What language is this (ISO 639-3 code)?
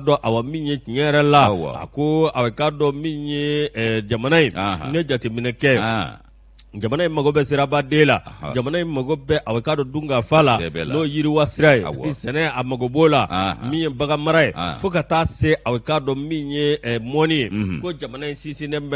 bam